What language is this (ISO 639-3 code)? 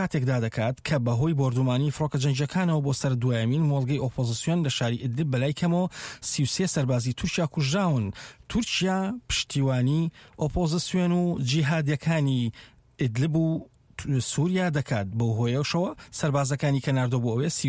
ckb